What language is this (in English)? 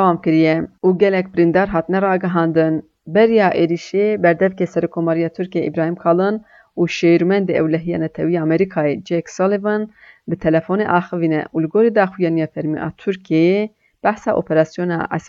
Kurdish